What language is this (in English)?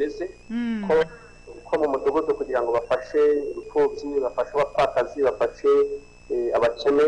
Kinyarwanda